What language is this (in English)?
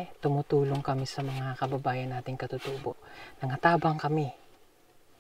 Filipino